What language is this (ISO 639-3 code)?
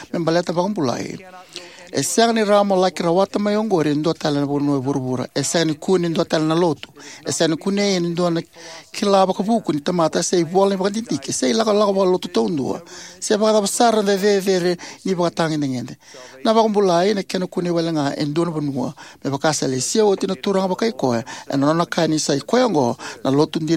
fij